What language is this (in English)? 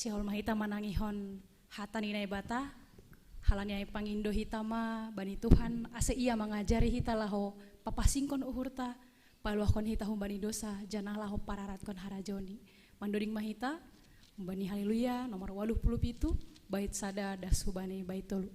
Batak Simalungun